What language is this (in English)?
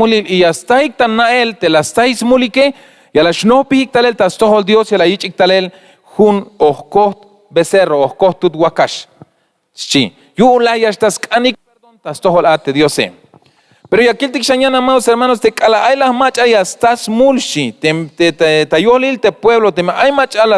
Tzeltal